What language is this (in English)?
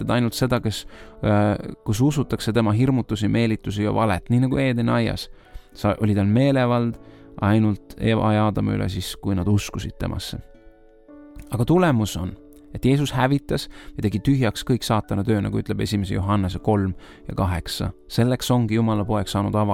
Estonian